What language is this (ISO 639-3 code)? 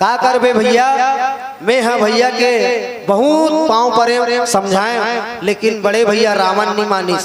hne